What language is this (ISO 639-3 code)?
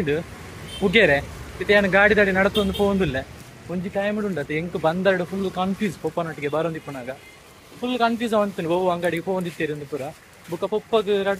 tcy